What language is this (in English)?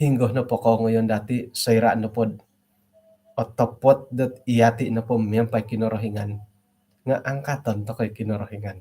Central Dusun